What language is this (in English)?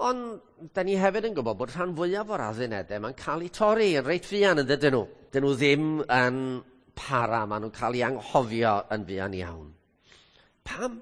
Welsh